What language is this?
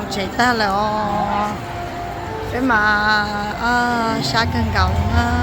Hmong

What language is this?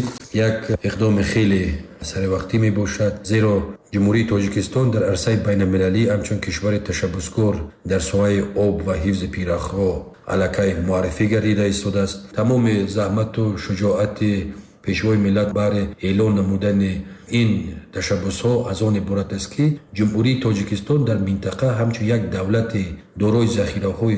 Tajik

